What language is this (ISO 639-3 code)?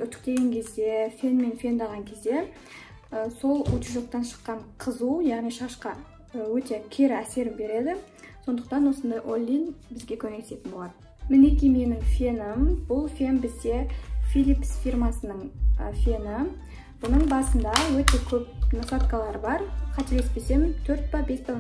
kaz